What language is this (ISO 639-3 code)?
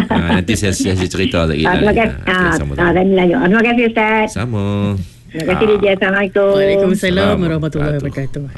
msa